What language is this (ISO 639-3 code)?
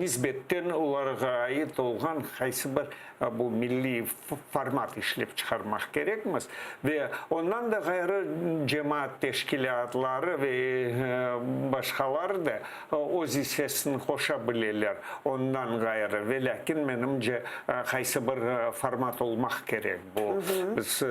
crh